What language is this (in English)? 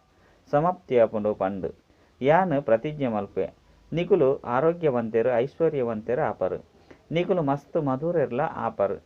Tulu